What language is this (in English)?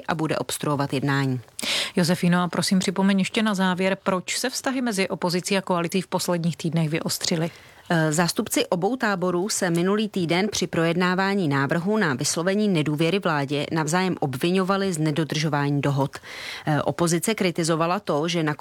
Czech